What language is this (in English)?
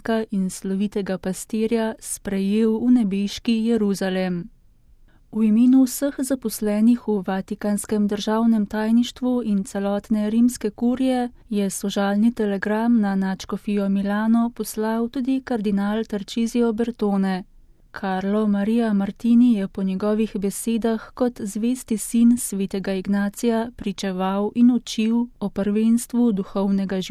Slovenian